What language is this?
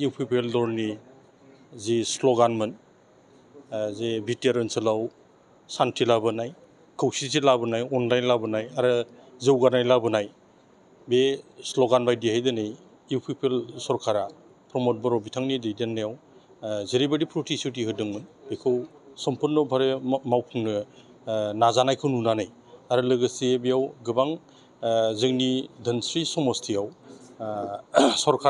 Bodo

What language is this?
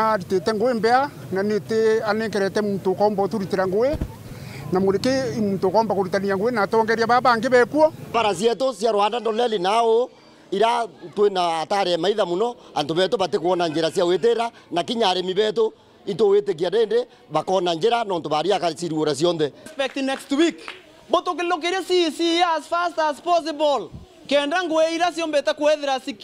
Meru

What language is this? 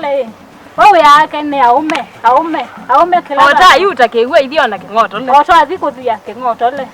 Kamba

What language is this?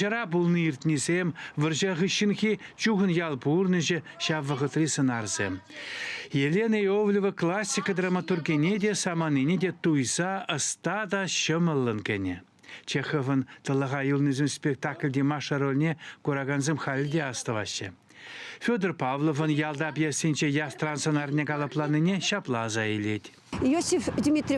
Chuvash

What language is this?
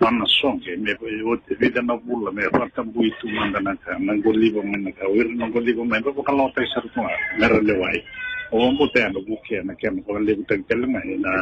Fijian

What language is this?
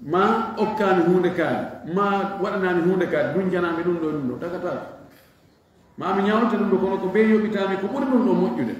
Fula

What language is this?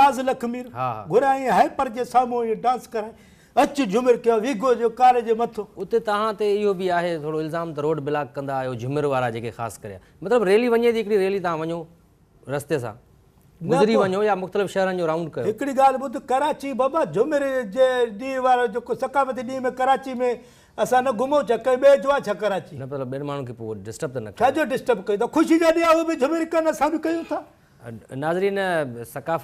Sindhi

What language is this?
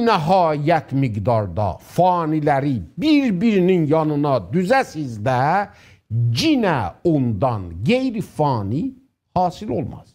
South Azerbaijani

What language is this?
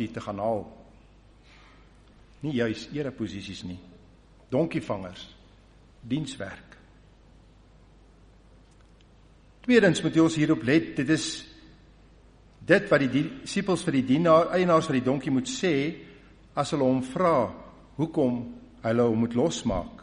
Afrikaans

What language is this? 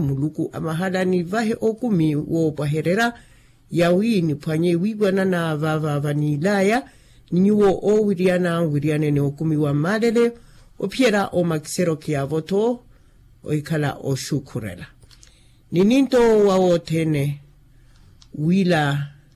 Makhuwa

